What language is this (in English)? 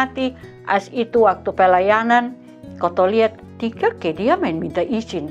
Kupang Malay